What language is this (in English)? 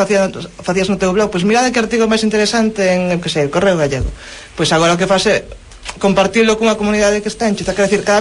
Galician